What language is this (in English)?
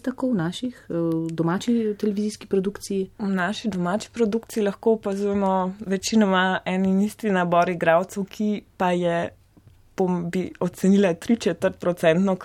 Slovenian